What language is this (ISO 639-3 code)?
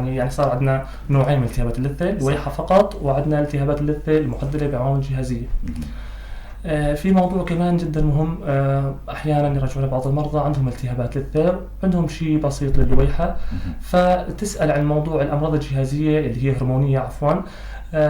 apc